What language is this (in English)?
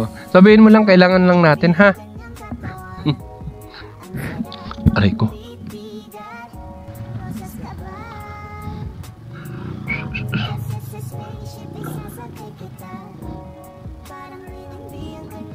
Filipino